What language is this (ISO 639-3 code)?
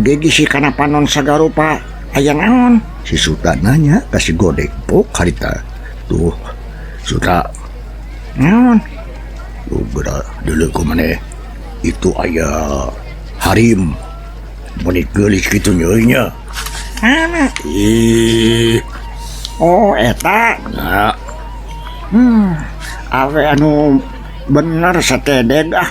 sun